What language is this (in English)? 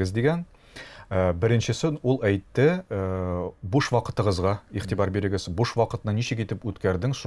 Tatar